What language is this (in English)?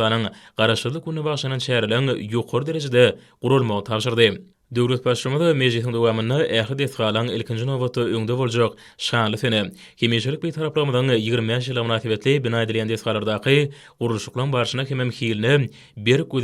Turkmen